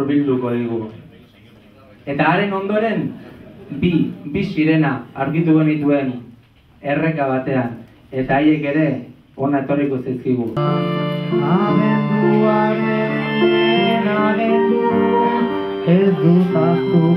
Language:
Basque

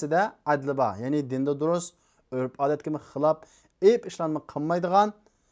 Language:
Uyghur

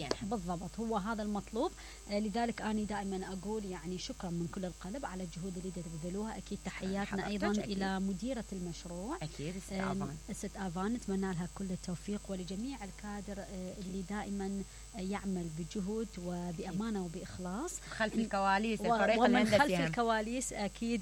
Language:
Mesopotamian Arabic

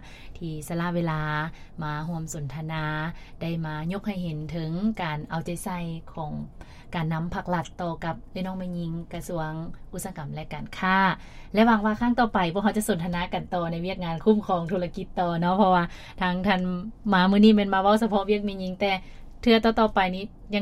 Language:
Lao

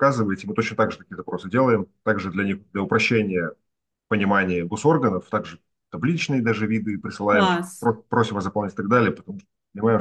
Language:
Russian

